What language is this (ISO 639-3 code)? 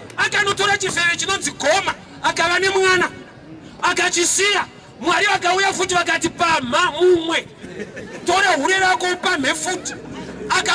sna